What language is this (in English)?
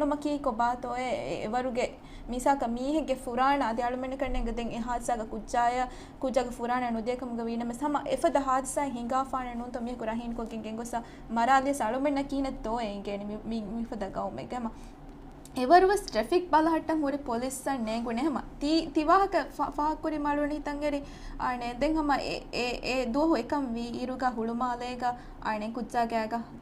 Divehi